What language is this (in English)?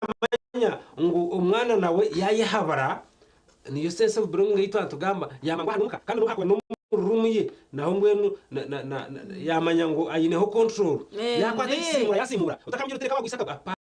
Nyankole